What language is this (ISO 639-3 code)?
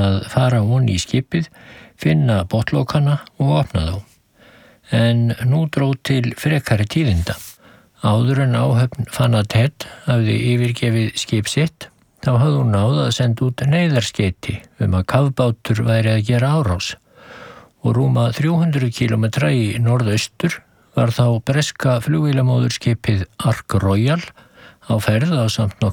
isl